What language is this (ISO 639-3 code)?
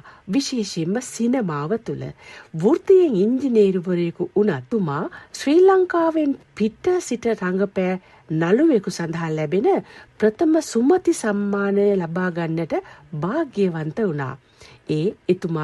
sin